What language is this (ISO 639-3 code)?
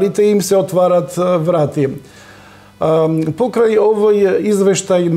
mkd